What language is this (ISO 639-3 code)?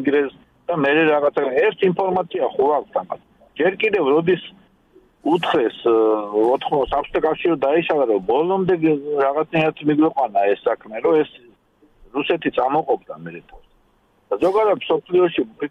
kat